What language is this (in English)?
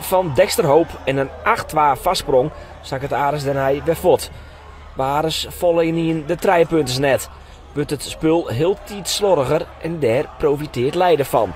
Western Frisian